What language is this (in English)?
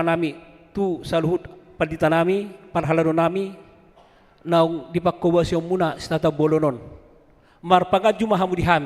Batak Toba